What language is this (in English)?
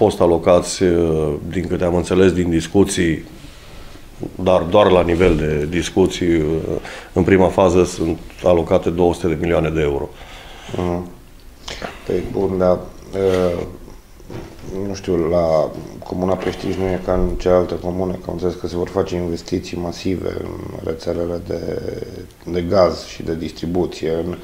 Romanian